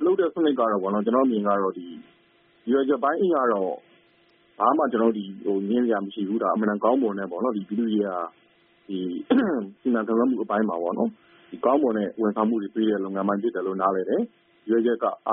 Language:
Burmese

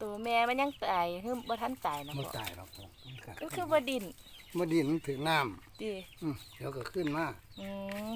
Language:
Northeastern Thai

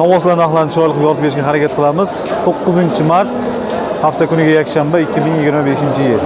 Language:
Uzbek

